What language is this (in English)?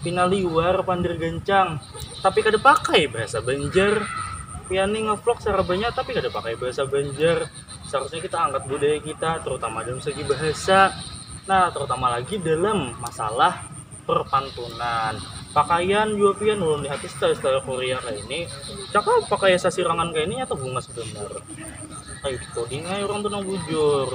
Banjar